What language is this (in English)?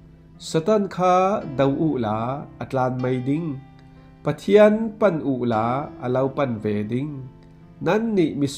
Falam Chin